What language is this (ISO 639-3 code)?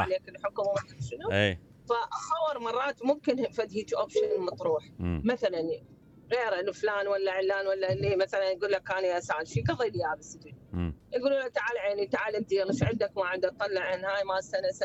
acm